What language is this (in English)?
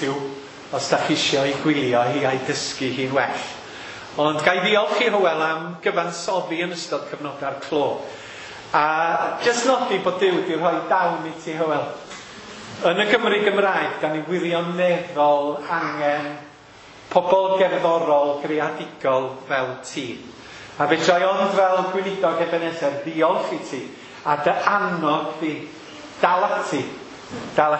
Welsh